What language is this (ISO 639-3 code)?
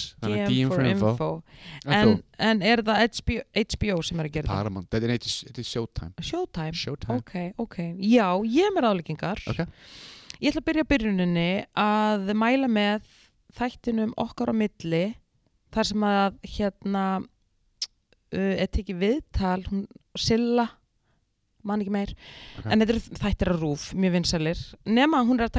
isl